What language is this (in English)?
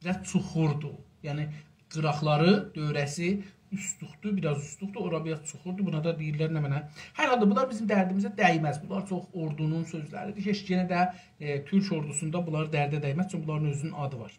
South Azerbaijani